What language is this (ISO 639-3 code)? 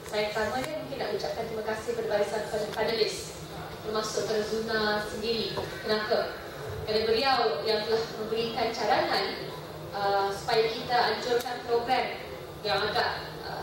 msa